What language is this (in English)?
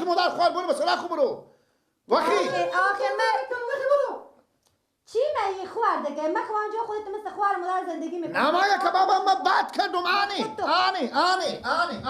Persian